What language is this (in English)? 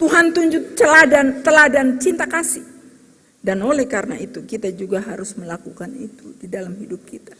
Ambonese Malay